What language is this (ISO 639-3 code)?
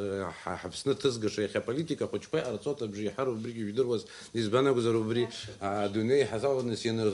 abk